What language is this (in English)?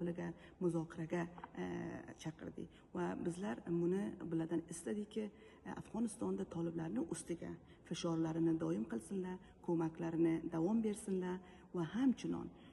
Uzbek